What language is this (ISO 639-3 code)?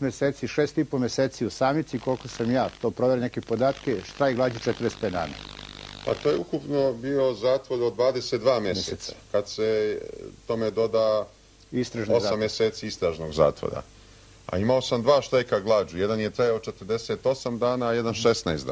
srp